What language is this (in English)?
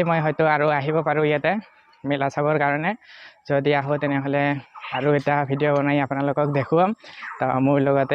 Assamese